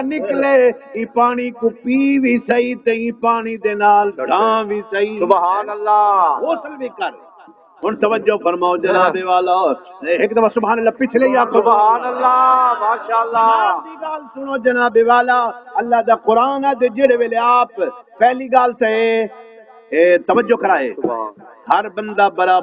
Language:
Saraiki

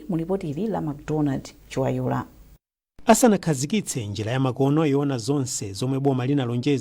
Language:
Nyanja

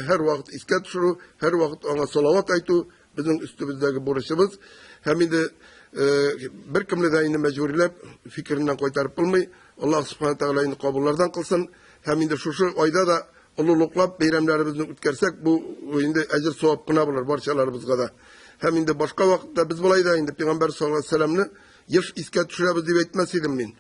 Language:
Tatar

